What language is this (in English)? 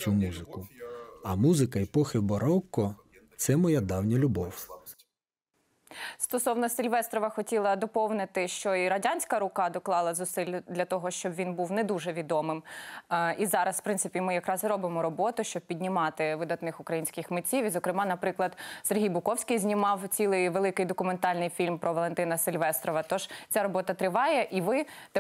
Ukrainian